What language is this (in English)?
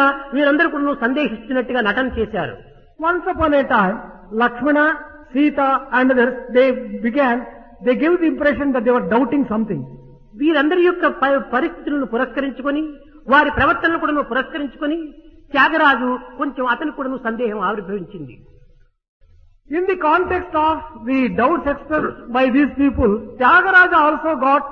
Telugu